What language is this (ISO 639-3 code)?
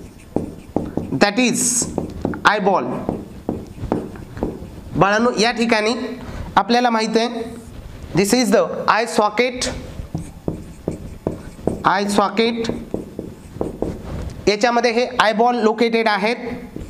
mar